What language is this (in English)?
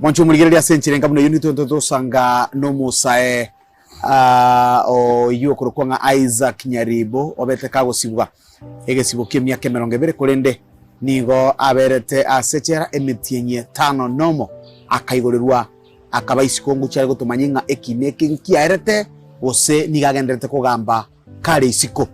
Gusii